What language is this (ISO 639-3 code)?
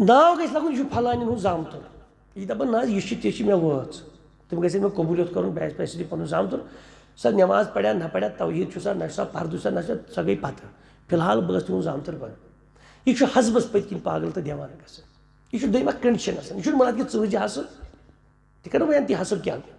kas